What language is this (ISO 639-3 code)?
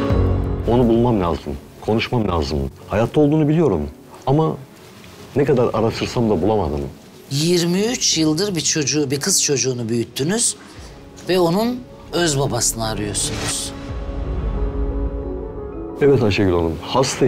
tur